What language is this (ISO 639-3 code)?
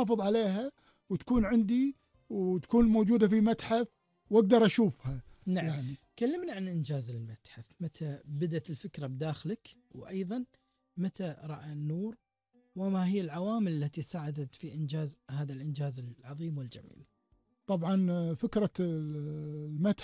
afb